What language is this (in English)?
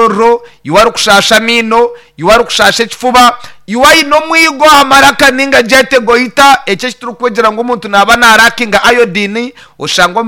Nyankole